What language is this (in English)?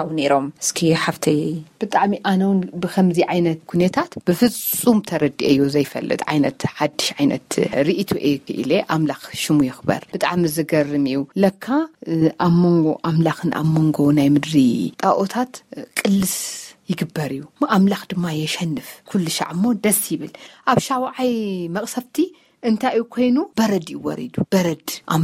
Tigrinya